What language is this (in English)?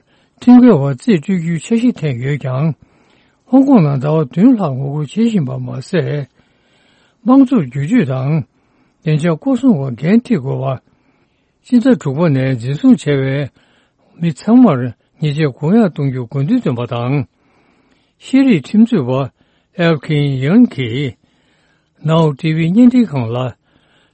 Tibetan